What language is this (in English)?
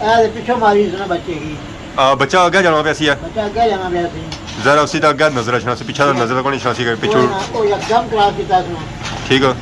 Pahari-Potwari